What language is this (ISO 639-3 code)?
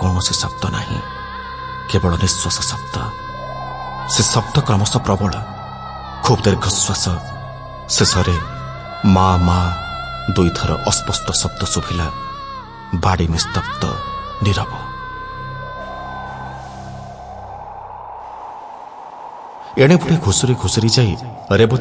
ori